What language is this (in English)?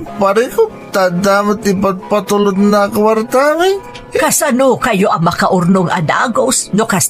Iloko